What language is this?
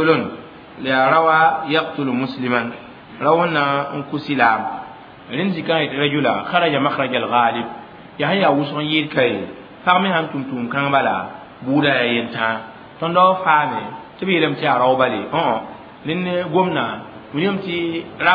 Mossi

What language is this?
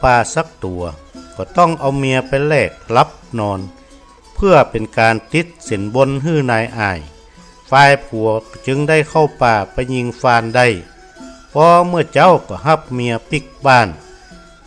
Northern Thai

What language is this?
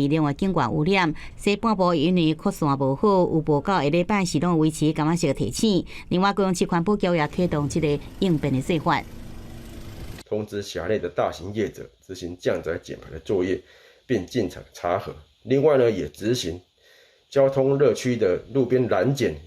Min Nan Chinese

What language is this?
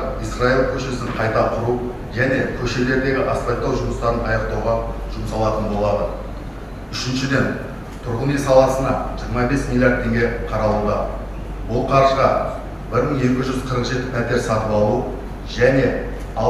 Kazakh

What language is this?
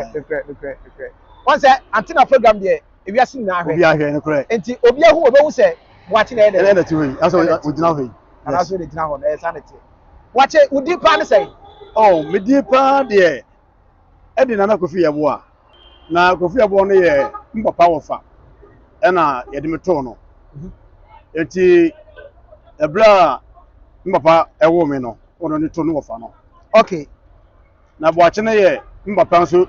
Akan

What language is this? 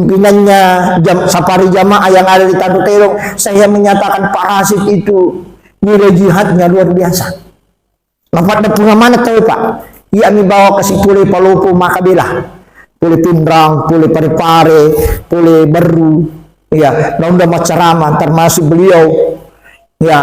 Buginese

